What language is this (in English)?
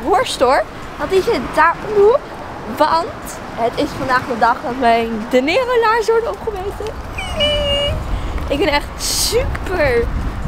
Dutch